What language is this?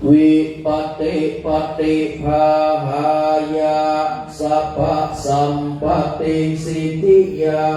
Pali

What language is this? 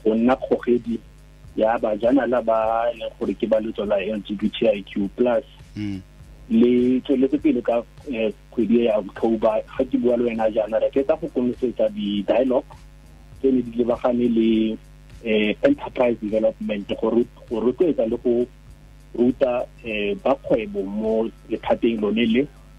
Tswana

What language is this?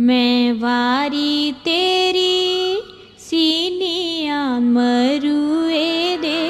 Dogri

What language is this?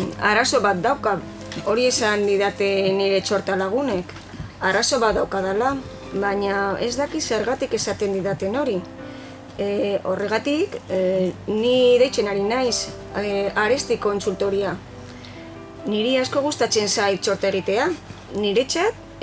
Basque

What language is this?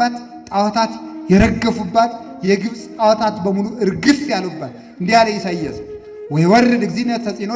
Amharic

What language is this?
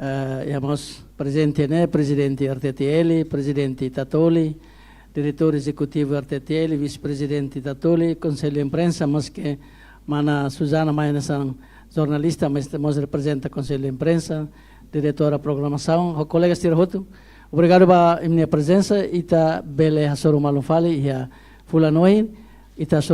Tetum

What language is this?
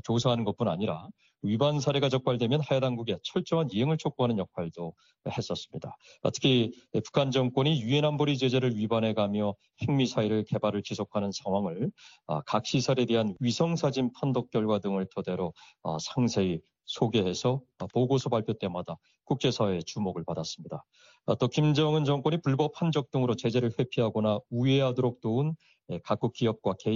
Korean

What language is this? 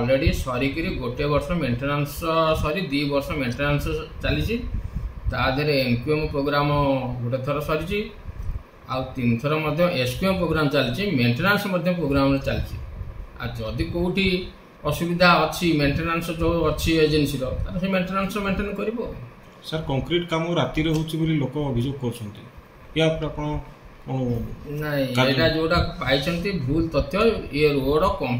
Odia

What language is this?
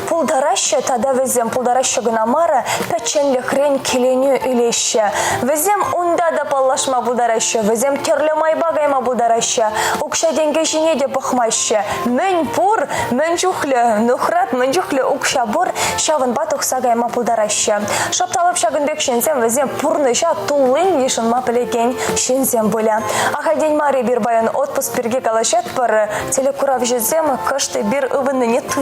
Chuvash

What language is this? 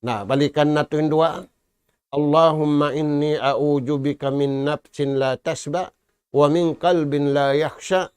Tausug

